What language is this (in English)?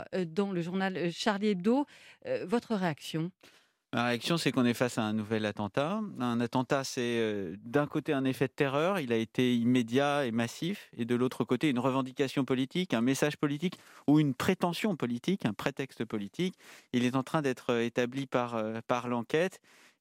French